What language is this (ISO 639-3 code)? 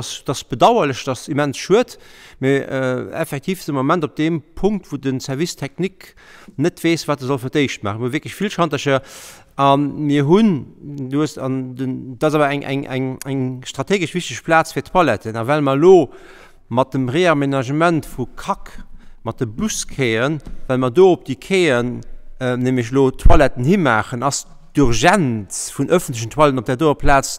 ltz